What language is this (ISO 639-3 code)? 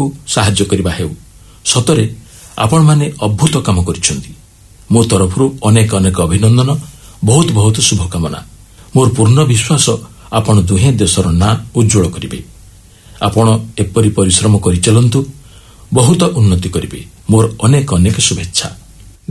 ori